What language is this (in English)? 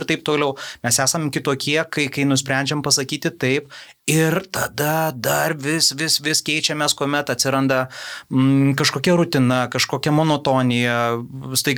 Lithuanian